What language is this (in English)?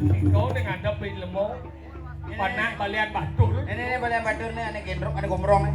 Balinese